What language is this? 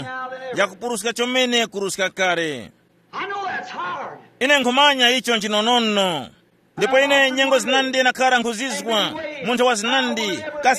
Tumbuka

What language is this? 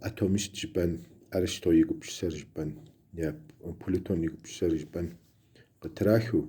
Kabardian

